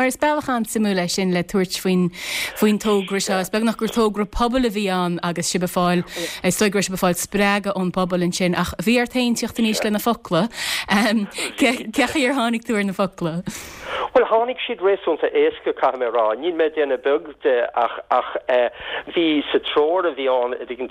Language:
Irish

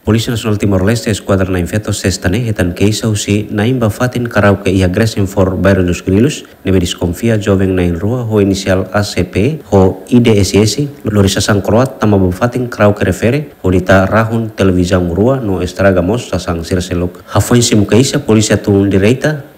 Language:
Tetum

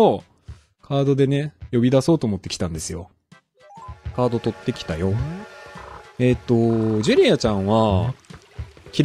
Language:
Japanese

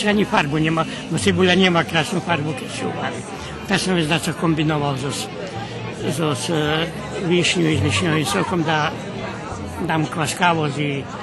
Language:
Rusyn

